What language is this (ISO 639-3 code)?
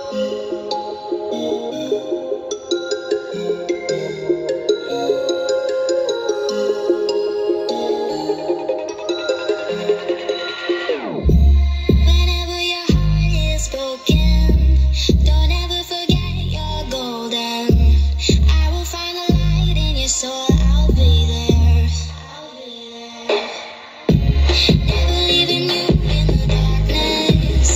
eng